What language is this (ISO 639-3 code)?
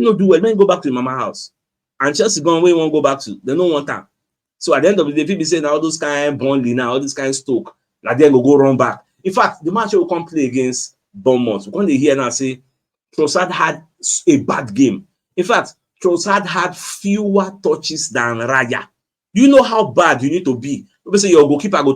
pcm